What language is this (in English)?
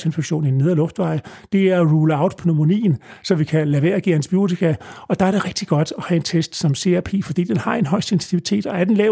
Danish